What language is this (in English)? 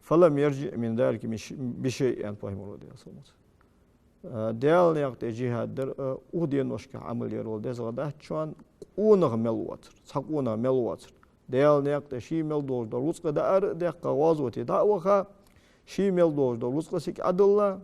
Ingush